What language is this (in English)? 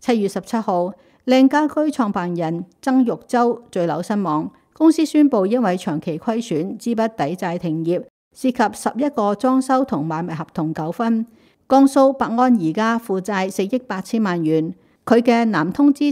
Cantonese